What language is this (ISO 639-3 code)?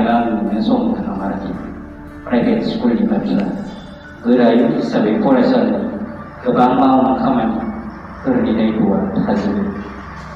brx